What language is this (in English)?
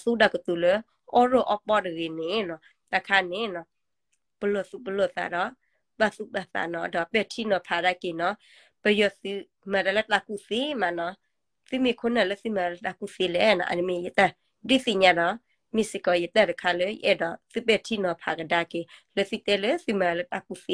S'gaw Karen